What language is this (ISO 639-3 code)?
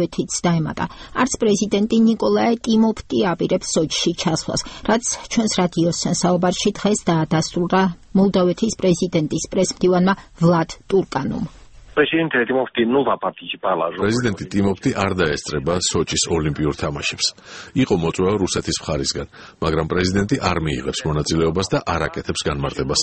kat